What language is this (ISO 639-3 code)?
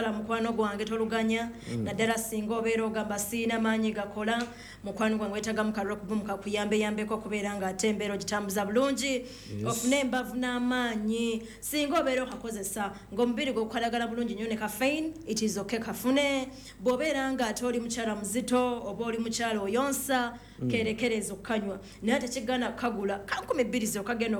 lug